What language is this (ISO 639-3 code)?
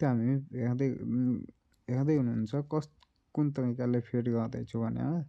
nep